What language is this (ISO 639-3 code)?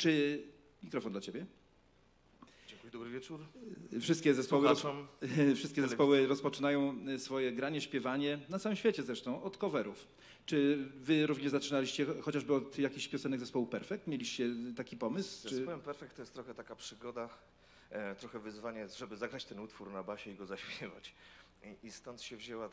pol